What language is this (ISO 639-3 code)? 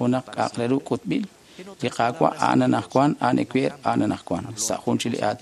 kek